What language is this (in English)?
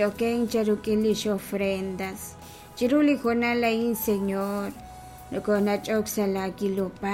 Kekchí